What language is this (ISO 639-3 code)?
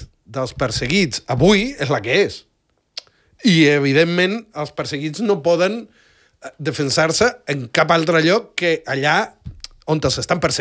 cat